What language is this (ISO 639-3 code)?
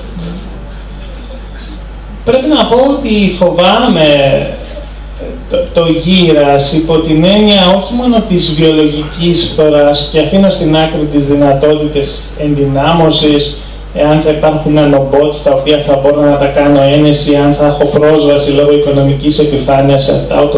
ell